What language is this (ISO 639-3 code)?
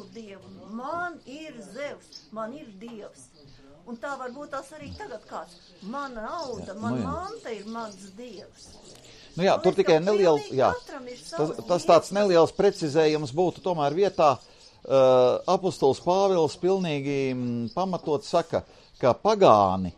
lav